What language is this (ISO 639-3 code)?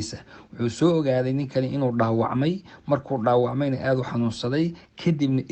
som